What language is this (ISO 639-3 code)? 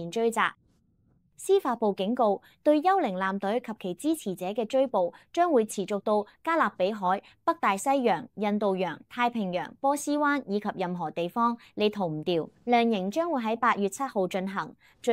yue